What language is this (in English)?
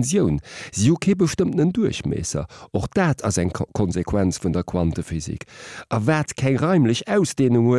Luxembourgish